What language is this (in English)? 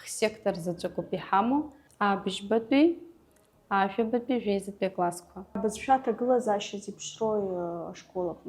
Abkhazian